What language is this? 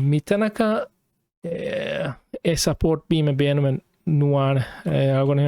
Divehi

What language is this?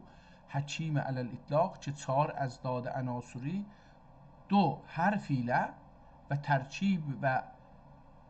South Azerbaijani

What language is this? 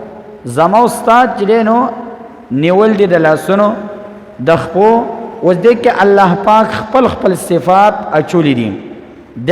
Pashto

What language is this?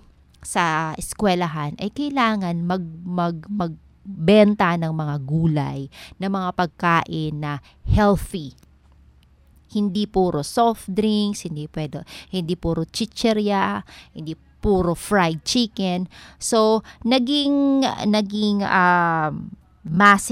Filipino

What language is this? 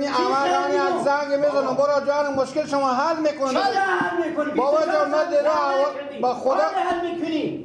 Persian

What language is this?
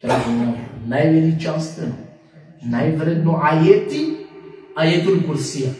Balkan Romani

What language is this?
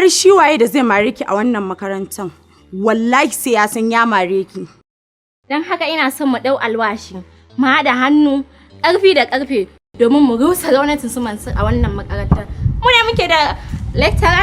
Hausa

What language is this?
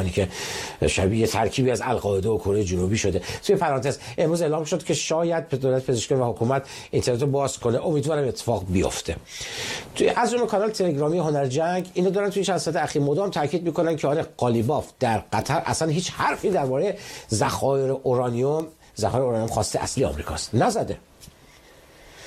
Persian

